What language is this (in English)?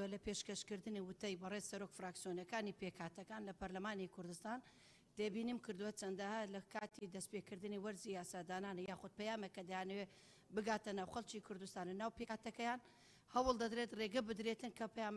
Central Kurdish